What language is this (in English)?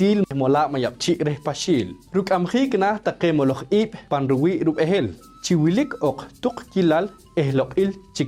Poqomchi'